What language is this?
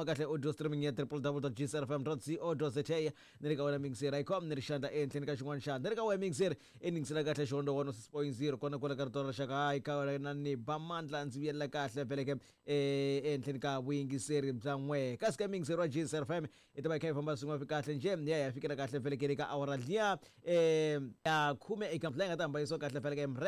Tsonga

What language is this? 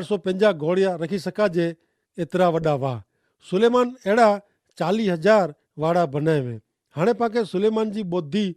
Kachhi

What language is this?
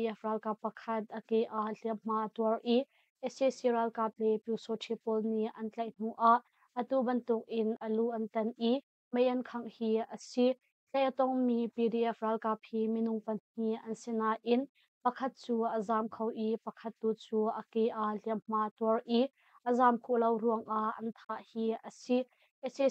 Hakha Chin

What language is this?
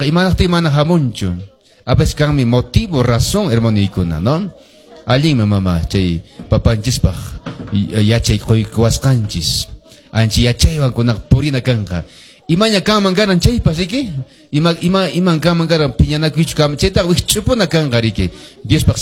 Quechua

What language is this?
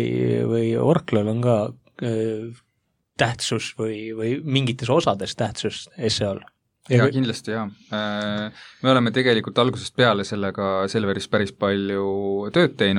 Estonian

